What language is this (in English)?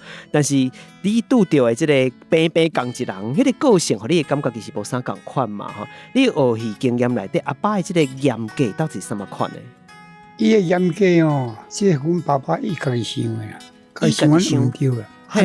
Min Nan Chinese